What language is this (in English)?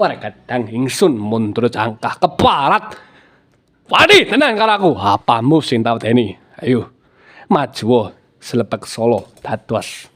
Javanese